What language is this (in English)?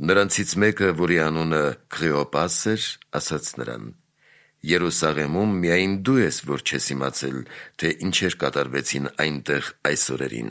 Armenian